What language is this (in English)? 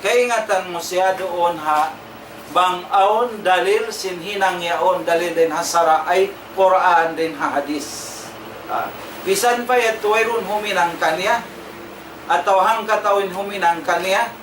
Tausug